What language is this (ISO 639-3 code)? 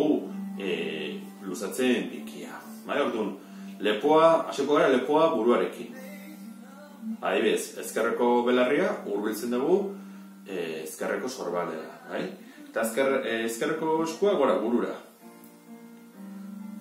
eus